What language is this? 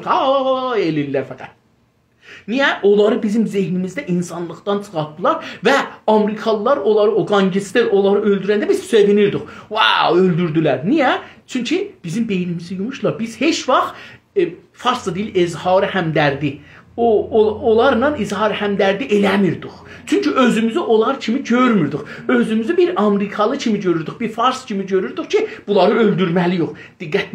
South Azerbaijani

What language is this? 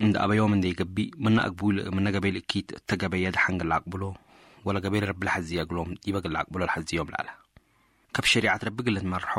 Tigre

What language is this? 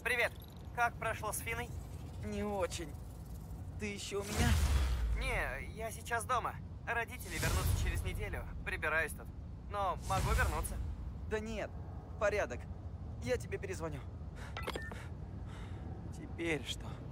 Russian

